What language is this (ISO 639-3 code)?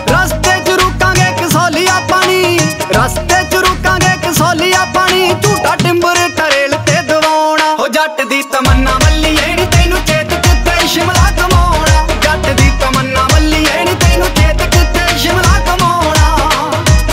pan